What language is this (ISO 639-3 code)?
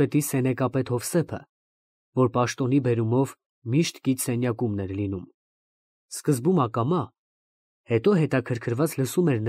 hye